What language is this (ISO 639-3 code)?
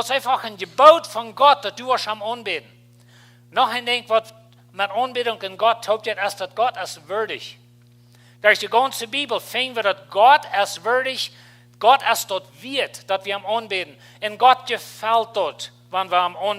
pdt